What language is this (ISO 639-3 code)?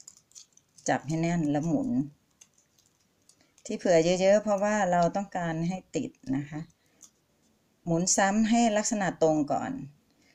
tha